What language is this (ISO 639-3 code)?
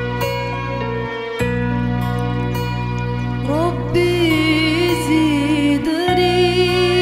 ara